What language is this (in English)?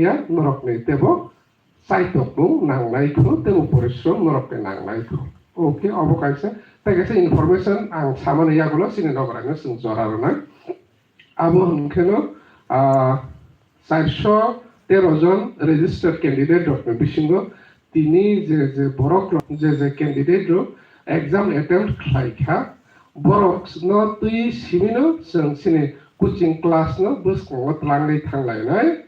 Kok Borok